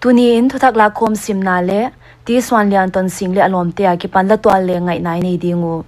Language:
Paite Chin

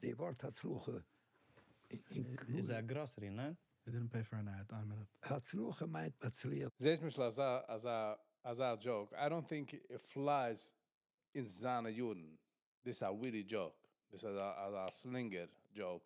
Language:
Yiddish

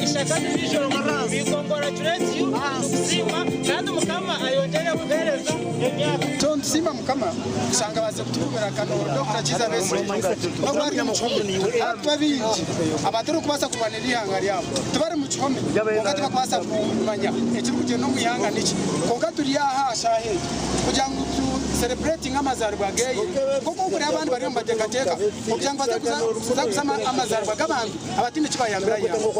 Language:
Nyankole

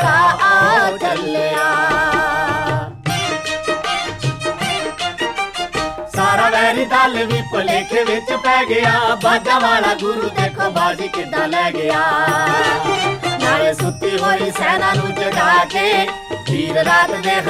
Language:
Punjabi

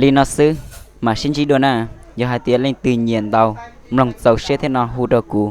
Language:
Hmong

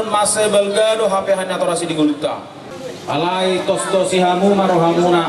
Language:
Batak Toba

